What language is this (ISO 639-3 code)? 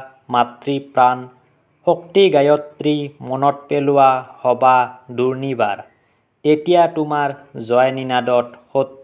asm